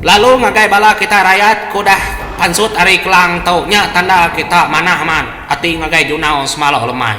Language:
Iban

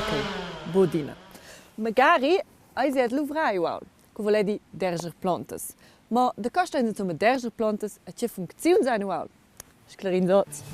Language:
Romansh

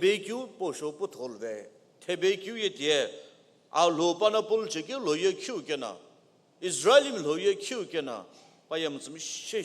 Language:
Sumi Naga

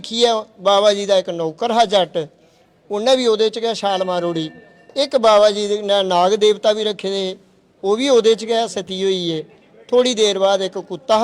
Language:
Dogri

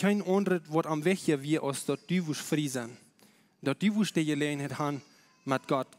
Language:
Plautdietsch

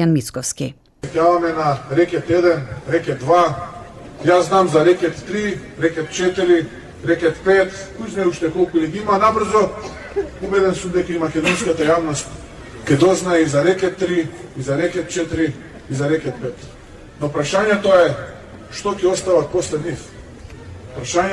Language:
Macedonian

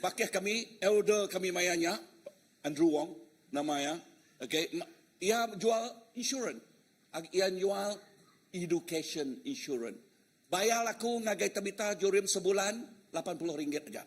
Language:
Iban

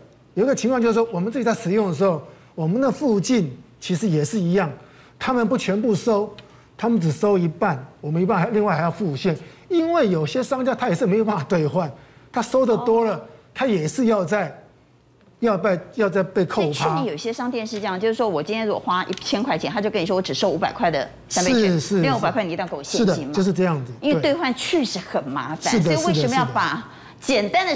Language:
Chinese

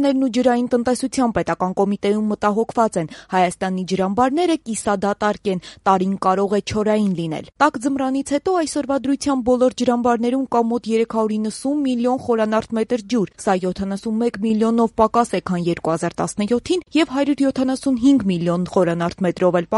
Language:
Armenian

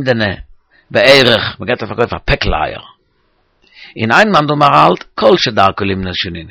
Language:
Yiddish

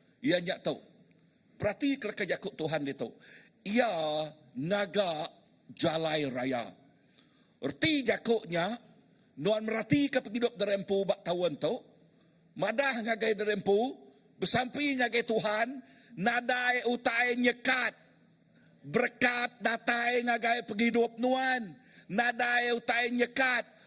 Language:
Iban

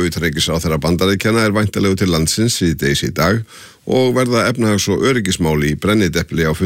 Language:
Icelandic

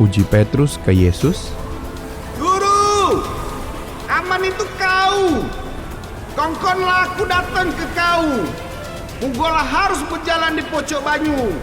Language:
Musi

